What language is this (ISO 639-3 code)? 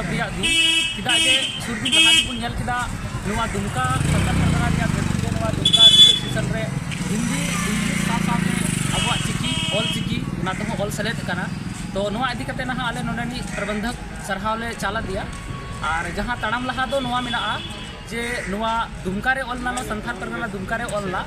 sat